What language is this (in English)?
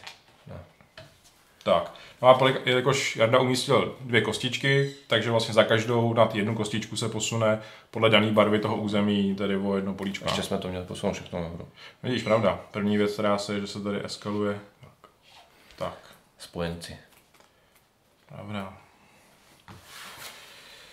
Czech